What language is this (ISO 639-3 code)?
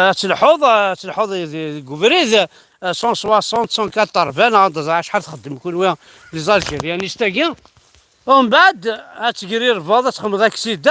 kab